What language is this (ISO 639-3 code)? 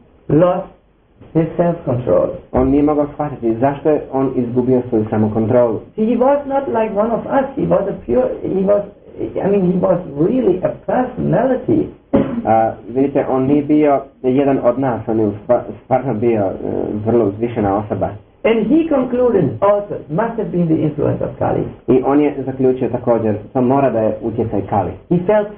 hrv